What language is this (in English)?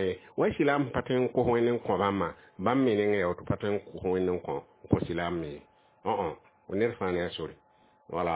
Mossi